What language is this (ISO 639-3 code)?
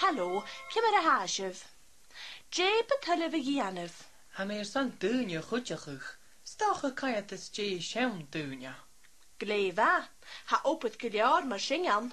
gla